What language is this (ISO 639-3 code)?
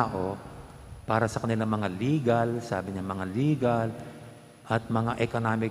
pam